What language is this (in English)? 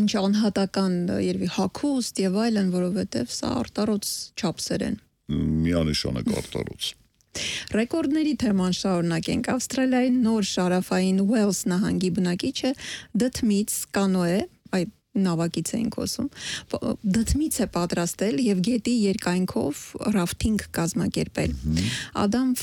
Armenian